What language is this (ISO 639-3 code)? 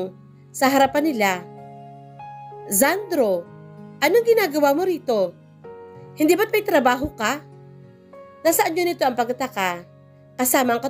fil